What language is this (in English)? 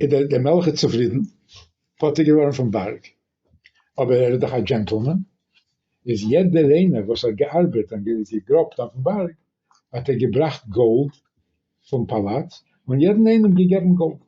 Yiddish